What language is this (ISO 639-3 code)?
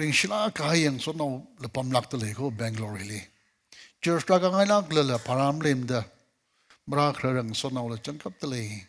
nmf